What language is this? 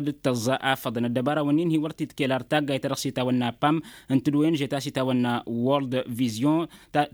Tamasheq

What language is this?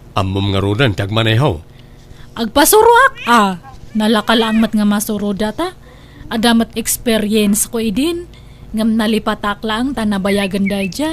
Iloko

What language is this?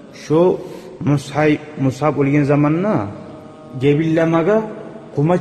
Kumyk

